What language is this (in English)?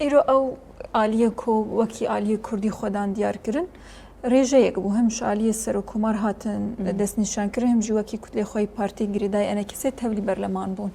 Kurdish